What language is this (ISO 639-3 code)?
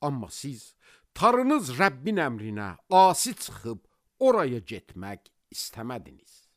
aze